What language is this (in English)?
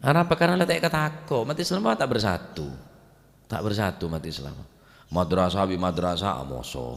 Madurese